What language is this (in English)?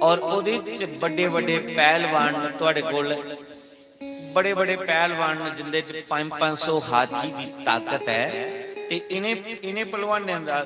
Dogri